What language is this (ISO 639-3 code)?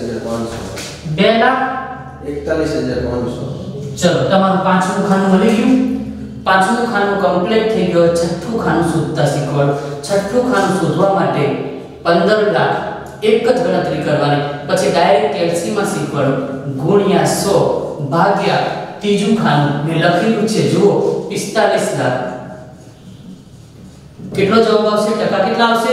guj